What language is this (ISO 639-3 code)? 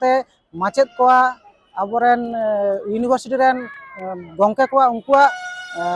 sat